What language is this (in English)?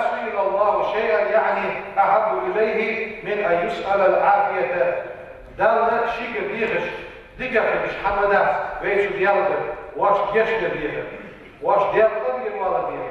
Ingush